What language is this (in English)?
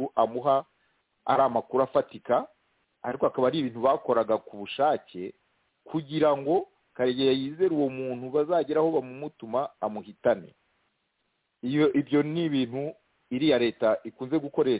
Kinyarwanda